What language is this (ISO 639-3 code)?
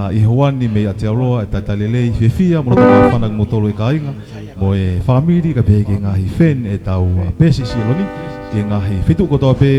ton